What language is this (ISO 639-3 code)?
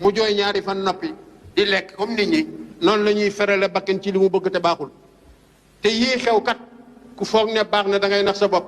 wol